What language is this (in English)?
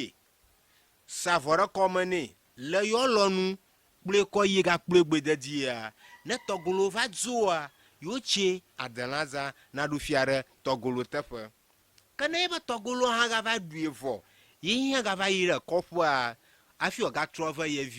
Ewe